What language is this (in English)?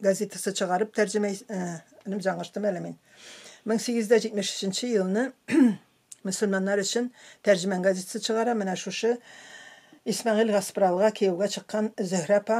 Tatar